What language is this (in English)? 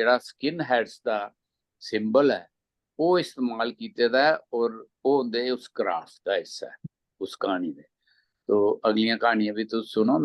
Dogri